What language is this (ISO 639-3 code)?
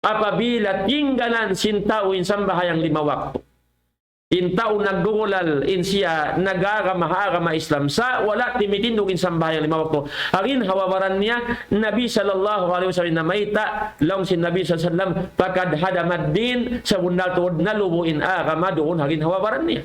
tsg